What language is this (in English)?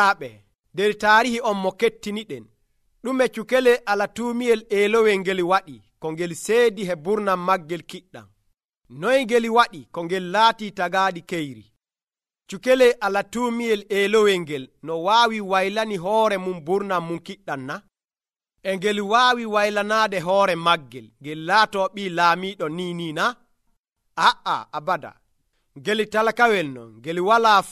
Nigerian Fulfulde